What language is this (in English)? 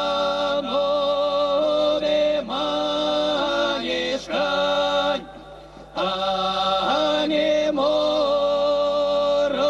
Erzya